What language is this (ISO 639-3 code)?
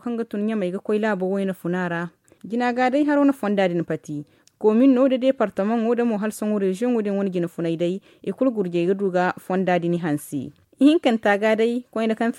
dje